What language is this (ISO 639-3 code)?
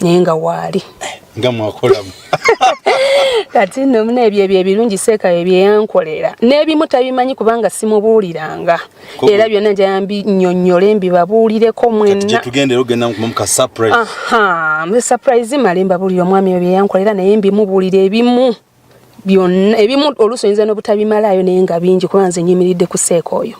lug